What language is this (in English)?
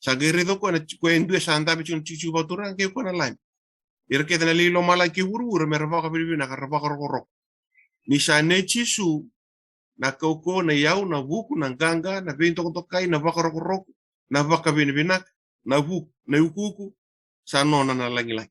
Fijian